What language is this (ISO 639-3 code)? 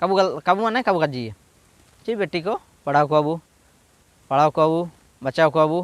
hoc